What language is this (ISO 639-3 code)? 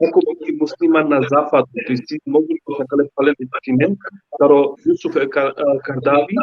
rmn